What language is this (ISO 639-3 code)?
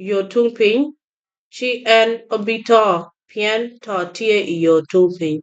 ach